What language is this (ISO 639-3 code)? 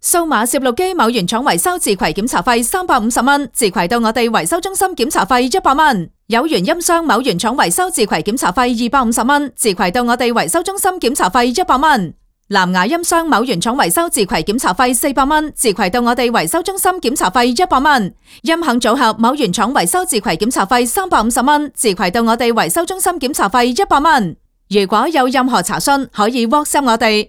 yue